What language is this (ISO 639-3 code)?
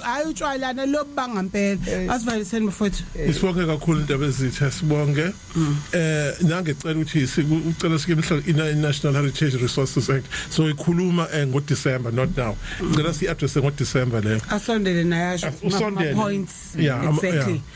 zul